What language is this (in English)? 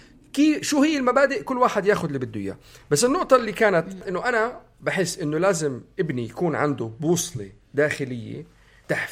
North Levantine Arabic